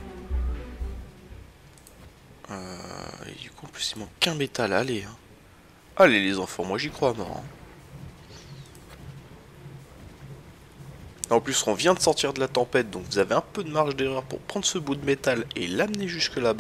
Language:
French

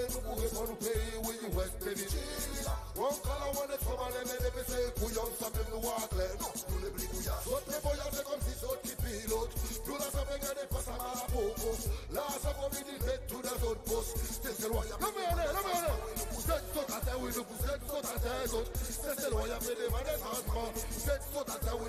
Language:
Seselwa Creole French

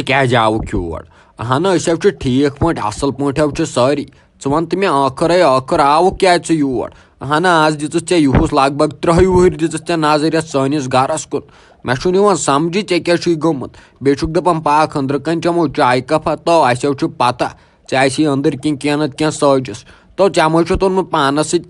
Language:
Kashmiri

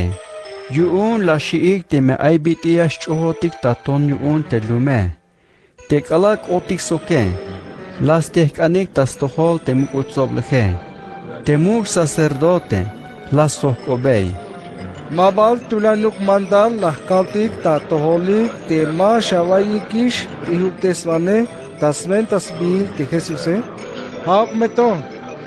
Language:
Tzeltal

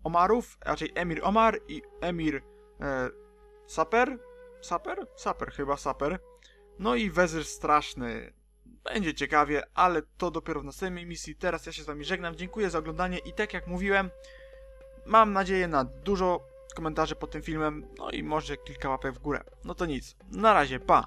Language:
Polish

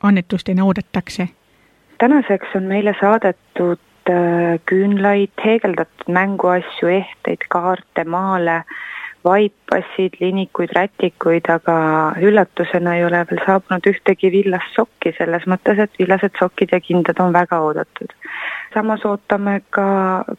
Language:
Estonian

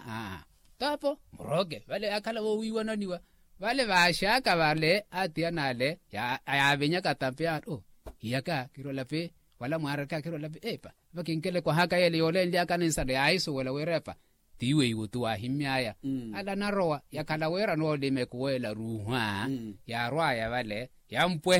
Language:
Makhuwa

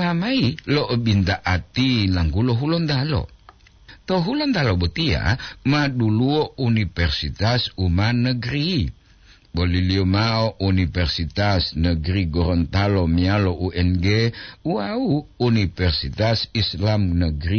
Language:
Gorontalo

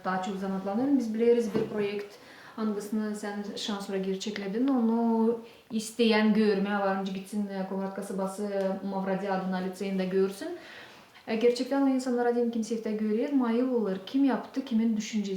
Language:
Gagauz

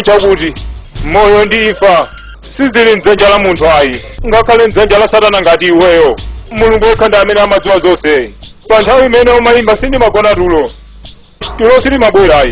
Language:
Nyanja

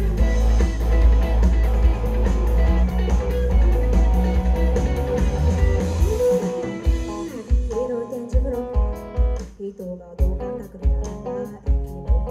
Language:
Japanese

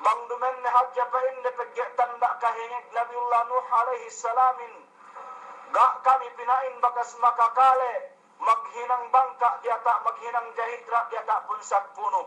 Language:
Yakan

